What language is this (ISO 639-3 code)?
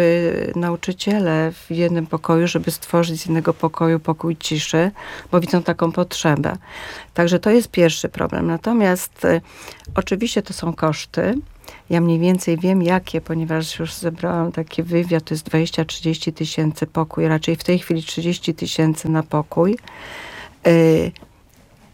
pol